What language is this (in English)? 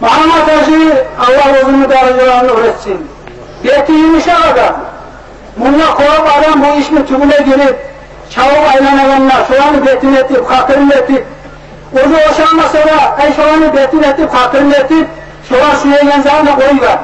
Kumyk